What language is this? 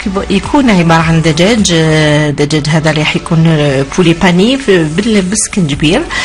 Algerian Arabic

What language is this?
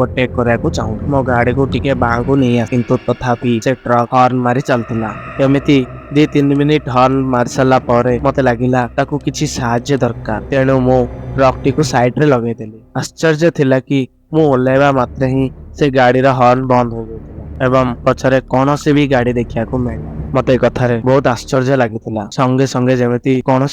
Odia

